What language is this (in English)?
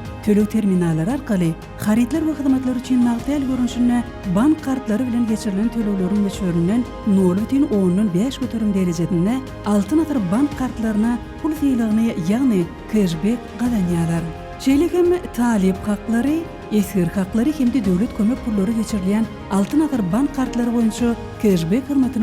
Turkmen